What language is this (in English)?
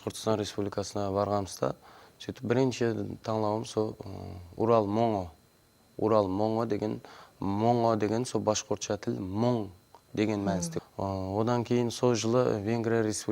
Kara-Kalpak